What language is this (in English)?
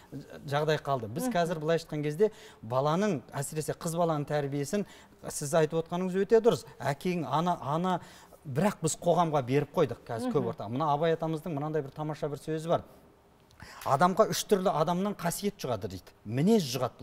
Kazakh